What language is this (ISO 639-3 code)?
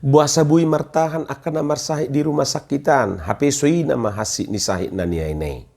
bbc